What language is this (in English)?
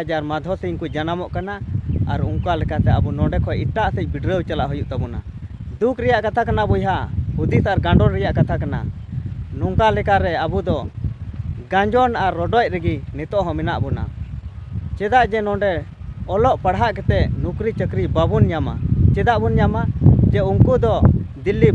Santali